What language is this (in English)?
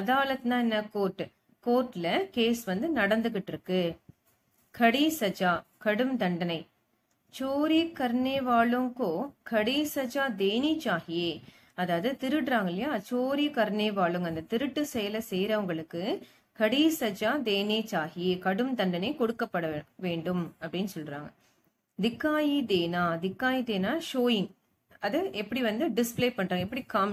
Tamil